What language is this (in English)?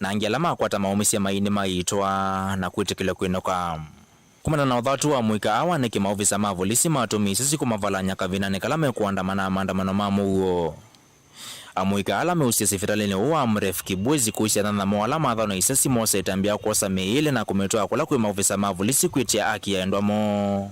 Kamba